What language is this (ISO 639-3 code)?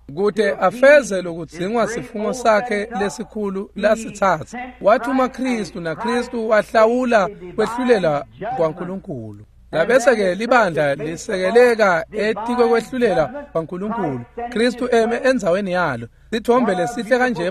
ssw